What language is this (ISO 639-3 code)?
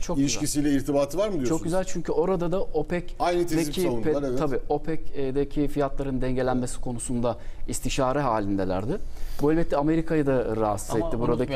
tur